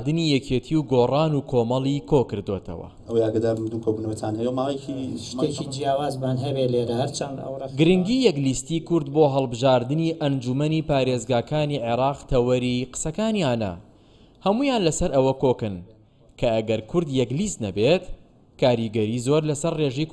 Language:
Central Kurdish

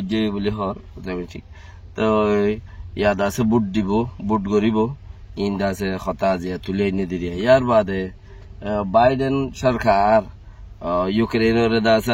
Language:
Rohingya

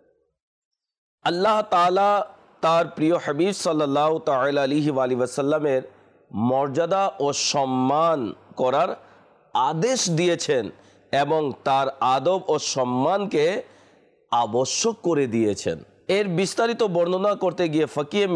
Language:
Bangla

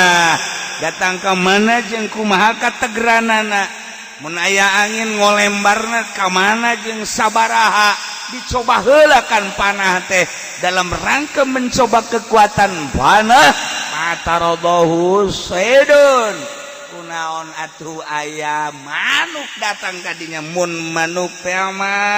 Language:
Sundanese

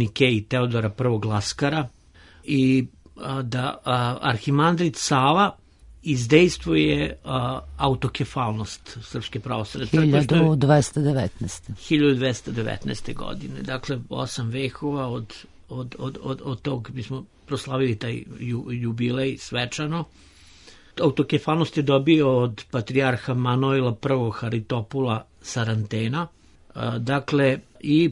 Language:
Serbian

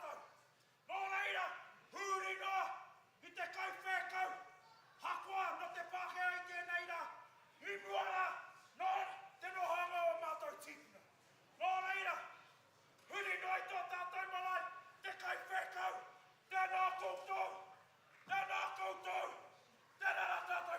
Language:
Māori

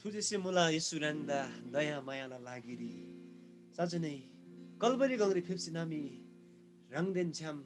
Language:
Eastern Tamang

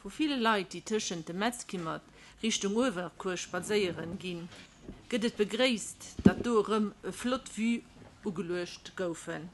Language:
Luxembourgish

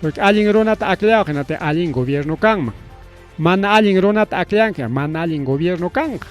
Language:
Ayacucho Quechua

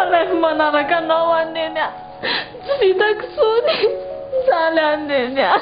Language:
Malagasy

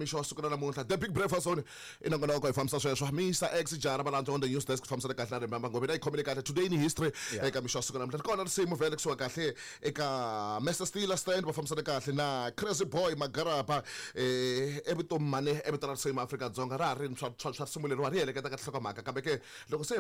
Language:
Tsonga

